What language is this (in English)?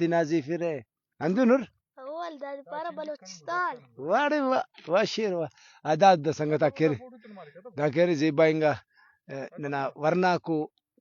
Brahui